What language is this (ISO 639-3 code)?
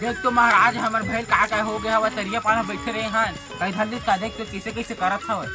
hne